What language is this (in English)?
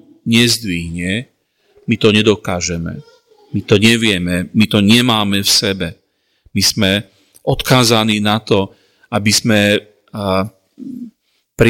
Slovak